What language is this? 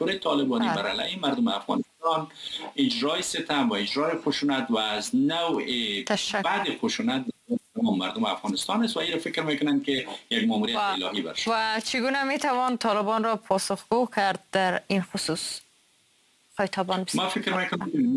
Persian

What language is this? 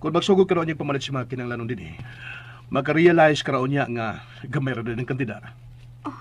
Cebuano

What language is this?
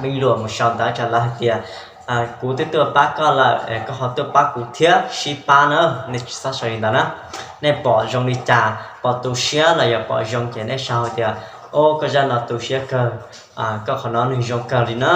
Hmong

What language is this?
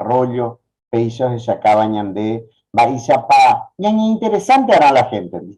Guarani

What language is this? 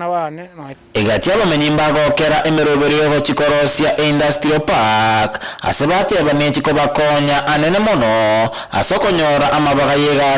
Gusii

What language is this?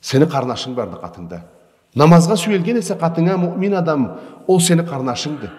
Karachay-Balkar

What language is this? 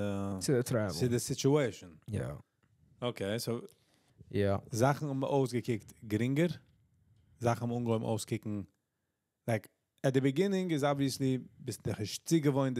Yiddish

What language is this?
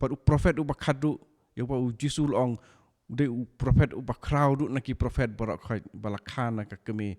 Khasi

